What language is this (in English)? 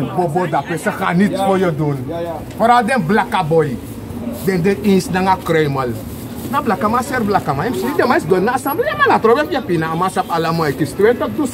Sranan Tongo